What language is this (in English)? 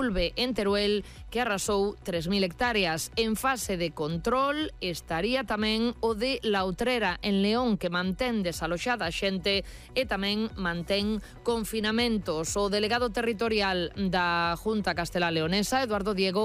Galician